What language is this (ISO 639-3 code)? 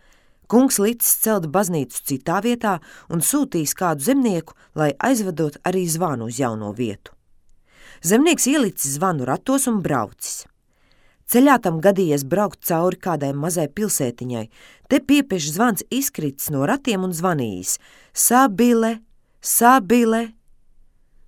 lav